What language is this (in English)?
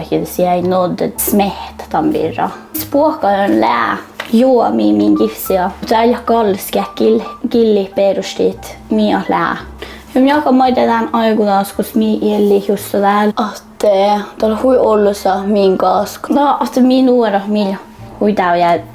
Northern Sami